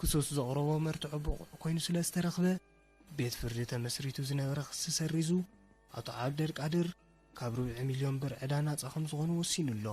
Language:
Tigrinya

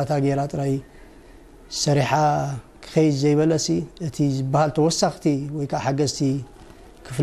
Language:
Tigrinya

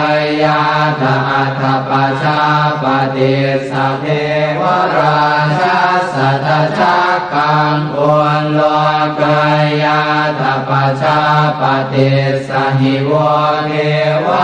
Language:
Pali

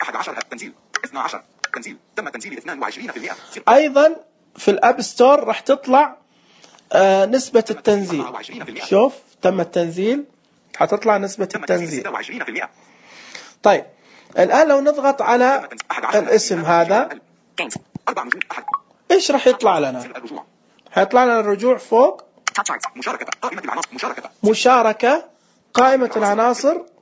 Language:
Najdi Arabic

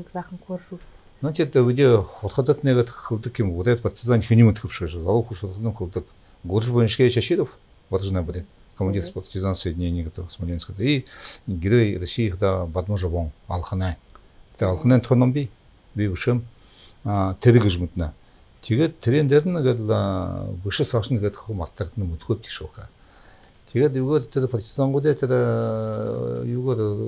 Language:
Buriat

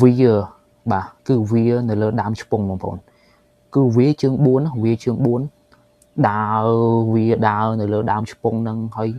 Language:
Khmer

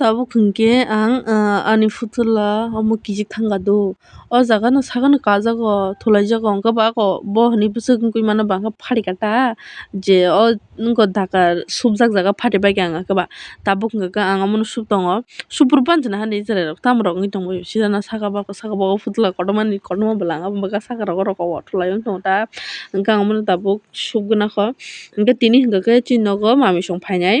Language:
Kok Borok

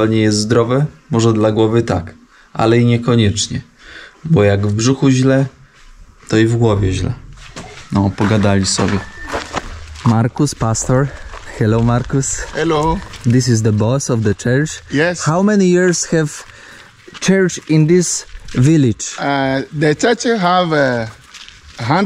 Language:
Polish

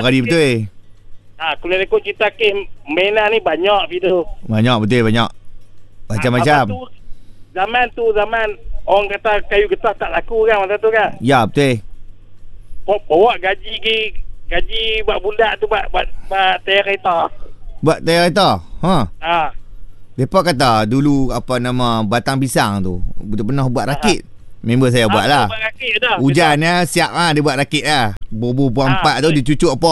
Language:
Malay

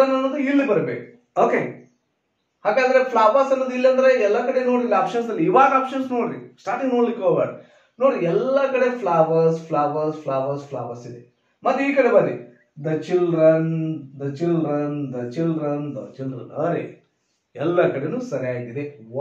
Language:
Kannada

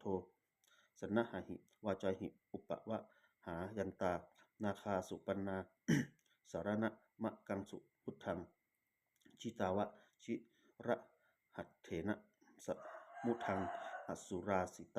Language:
Pali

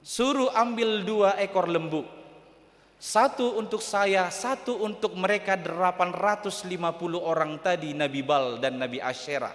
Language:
Batak Toba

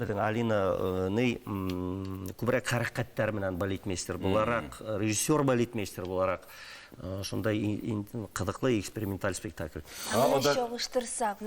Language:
Bashkir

